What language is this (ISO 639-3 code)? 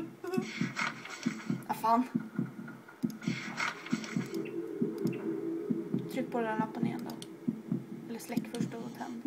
swe